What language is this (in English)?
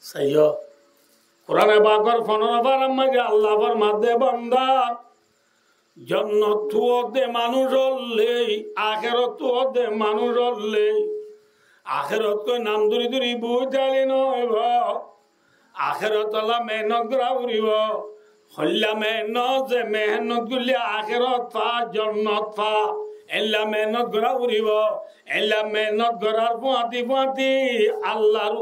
Rohingya